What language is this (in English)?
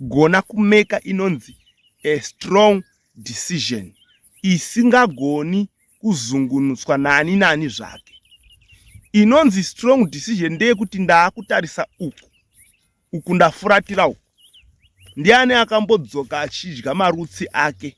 Shona